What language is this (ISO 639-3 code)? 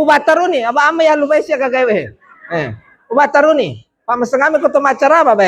bug